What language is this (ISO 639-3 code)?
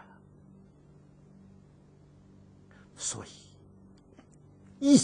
zho